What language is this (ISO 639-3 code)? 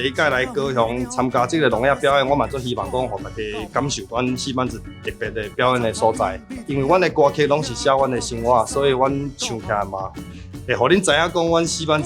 nan